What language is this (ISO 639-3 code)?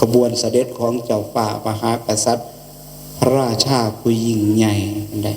tts